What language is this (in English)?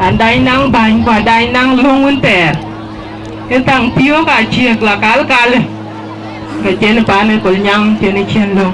Dinka